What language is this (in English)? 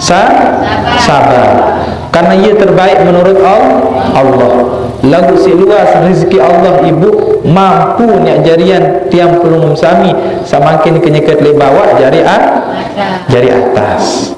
Sasak